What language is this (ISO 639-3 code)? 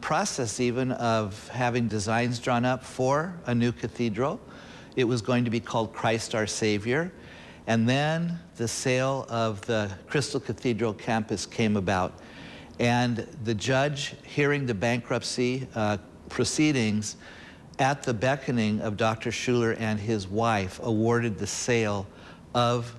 eng